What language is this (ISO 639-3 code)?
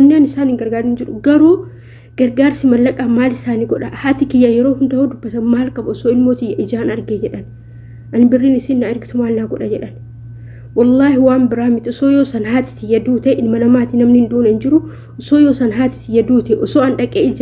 orm